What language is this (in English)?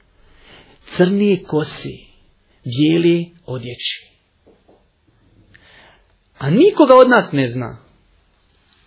Bosnian